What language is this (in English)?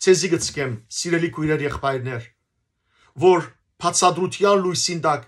Western Armenian